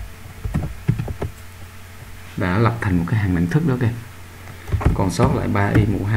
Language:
Vietnamese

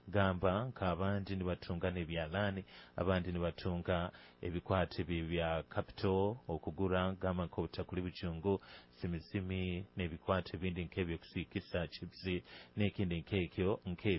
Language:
Nyoro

